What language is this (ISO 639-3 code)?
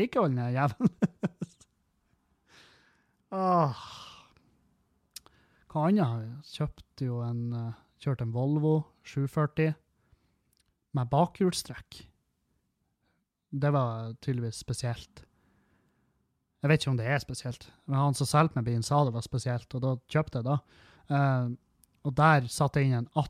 nor